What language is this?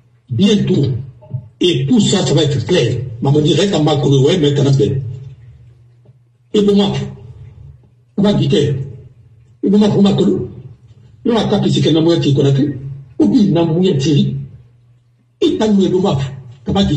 French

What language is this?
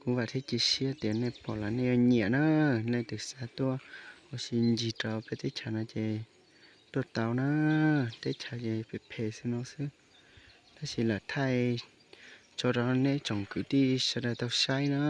Hmong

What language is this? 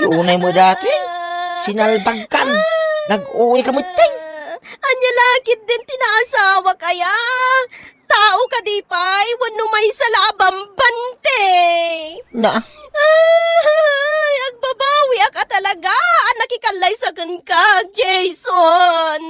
Iloko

